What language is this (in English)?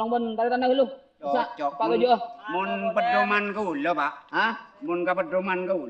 Madurese